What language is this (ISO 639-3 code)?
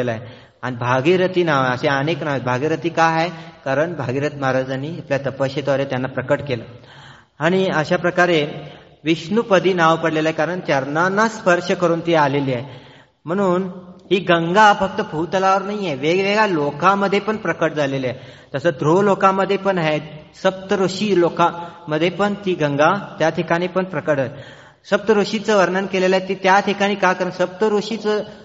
mar